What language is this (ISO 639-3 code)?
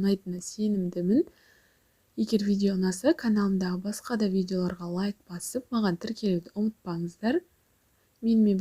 kaz